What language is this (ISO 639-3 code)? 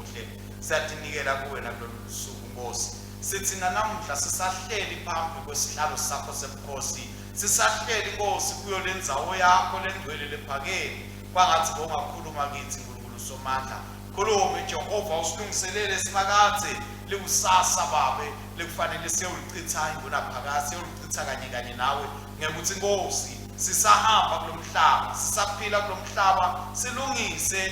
ssw